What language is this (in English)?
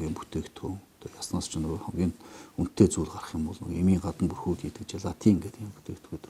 Mongolian